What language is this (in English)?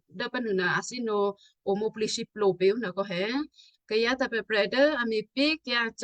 Western Kayah